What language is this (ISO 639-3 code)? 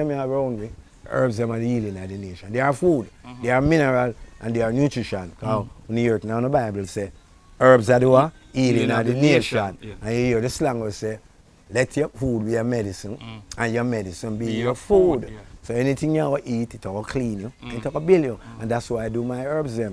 jam